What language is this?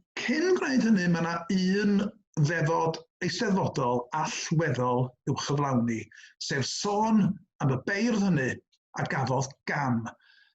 Welsh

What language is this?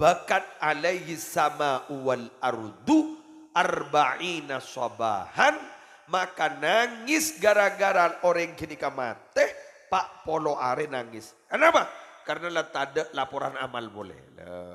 Madurese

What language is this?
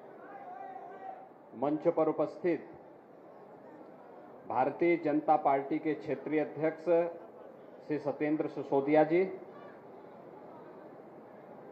Hindi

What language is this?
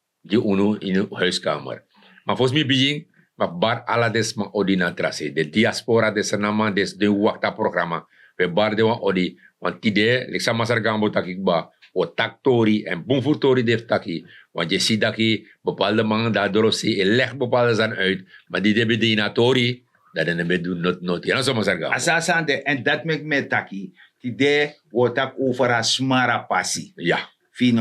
Sranan Tongo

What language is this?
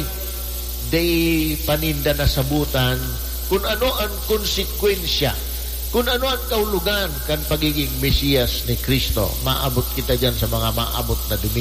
Bikol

